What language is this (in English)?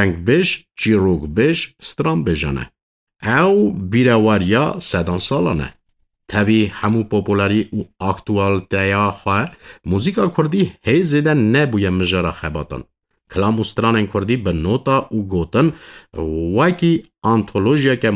Kurdish